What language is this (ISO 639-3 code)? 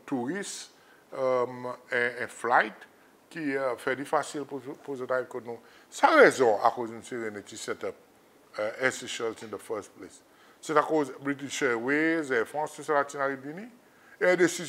crs